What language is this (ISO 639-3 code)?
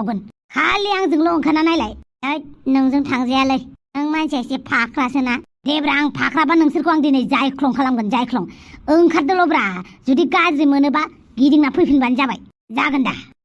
brx